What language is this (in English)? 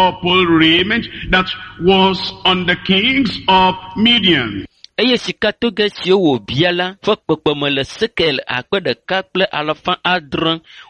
Ewe